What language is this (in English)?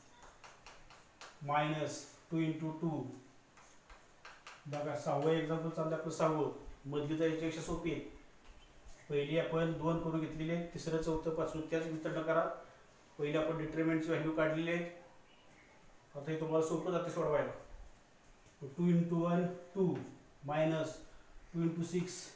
Marathi